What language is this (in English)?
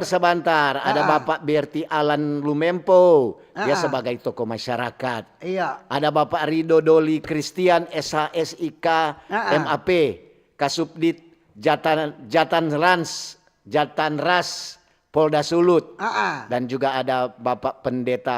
Manado Malay